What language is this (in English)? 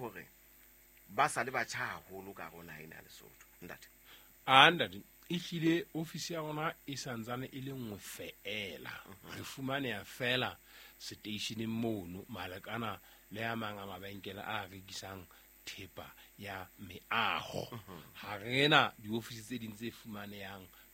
Southern Sotho